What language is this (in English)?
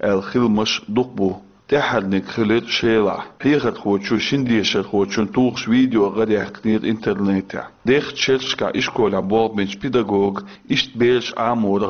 Chechen